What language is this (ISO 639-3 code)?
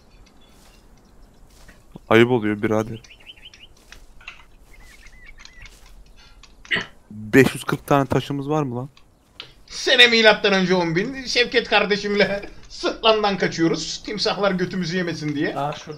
tur